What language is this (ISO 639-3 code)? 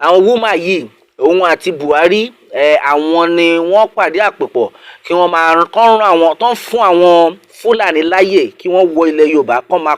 yor